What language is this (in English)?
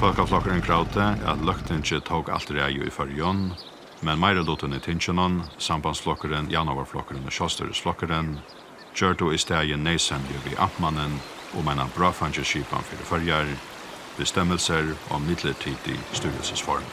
Faroese